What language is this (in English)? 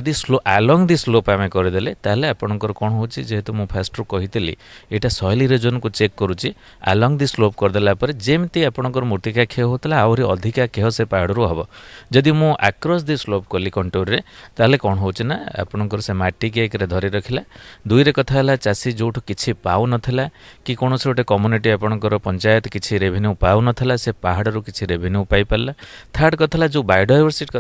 Odia